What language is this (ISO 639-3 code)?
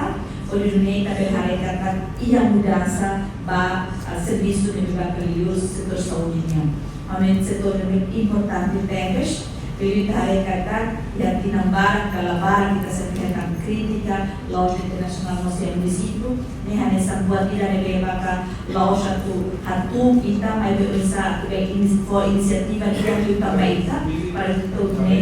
tet